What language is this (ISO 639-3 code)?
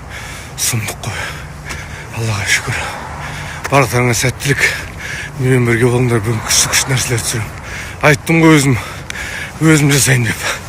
kaz